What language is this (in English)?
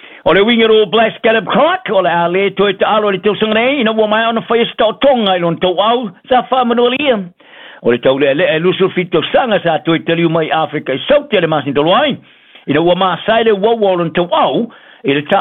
Samoan